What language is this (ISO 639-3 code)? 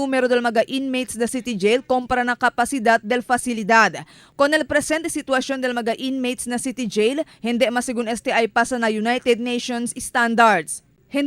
cbk